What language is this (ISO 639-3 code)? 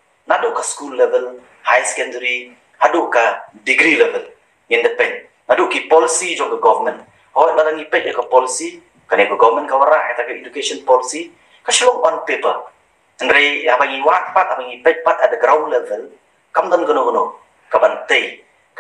kha